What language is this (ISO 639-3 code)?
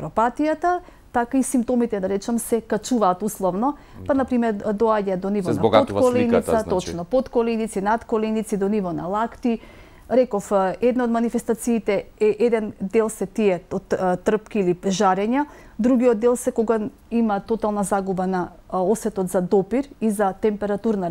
mkd